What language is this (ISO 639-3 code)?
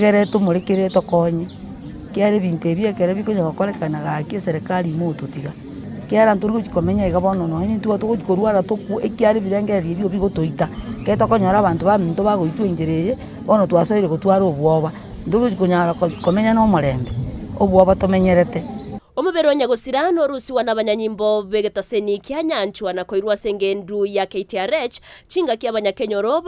guz